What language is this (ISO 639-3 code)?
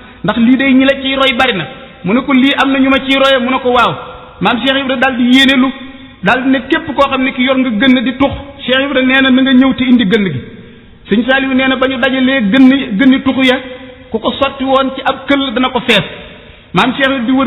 wol